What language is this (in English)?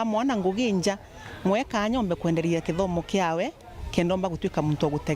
Meru